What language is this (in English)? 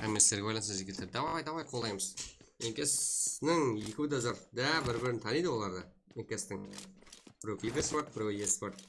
Kara-Kalpak